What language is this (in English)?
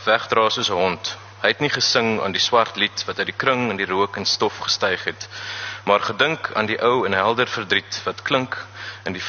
Afrikaans